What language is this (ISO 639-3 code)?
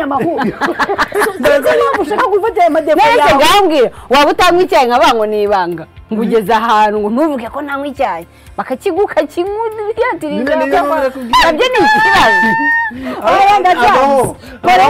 kin